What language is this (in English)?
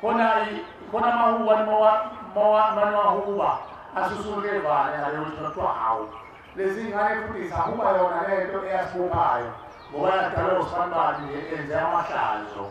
Zulu